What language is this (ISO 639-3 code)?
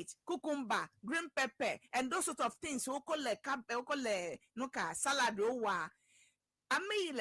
ewe